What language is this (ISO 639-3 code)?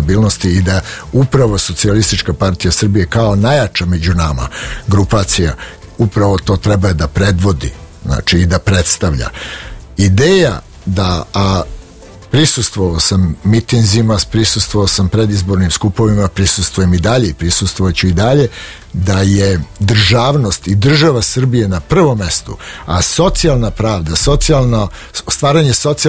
srp